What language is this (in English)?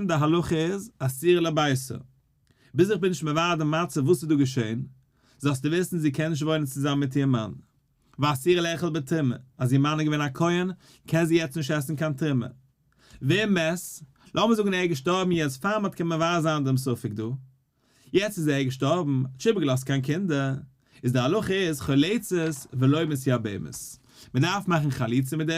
Yiddish